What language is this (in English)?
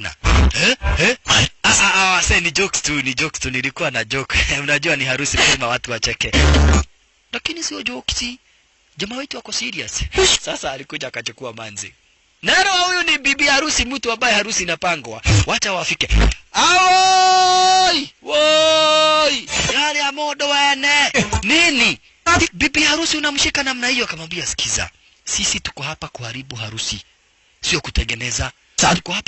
Swahili